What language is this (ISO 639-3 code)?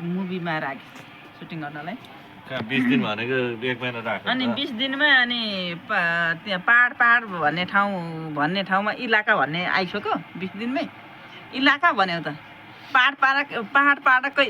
nep